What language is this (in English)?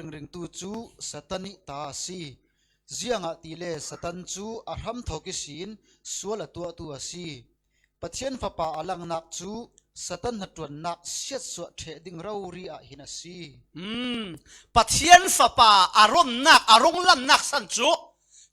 Falam Chin